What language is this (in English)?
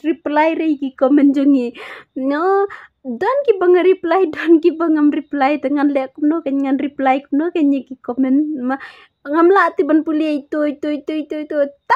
Khasi